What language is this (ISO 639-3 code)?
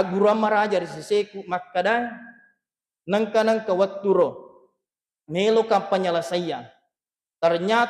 bug